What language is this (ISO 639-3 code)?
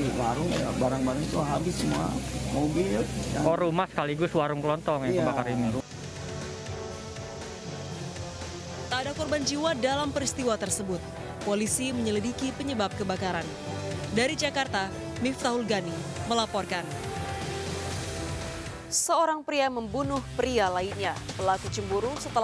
ind